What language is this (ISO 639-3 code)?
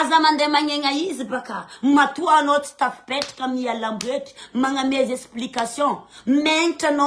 mlg